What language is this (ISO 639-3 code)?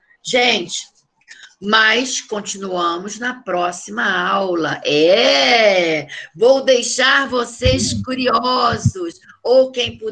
por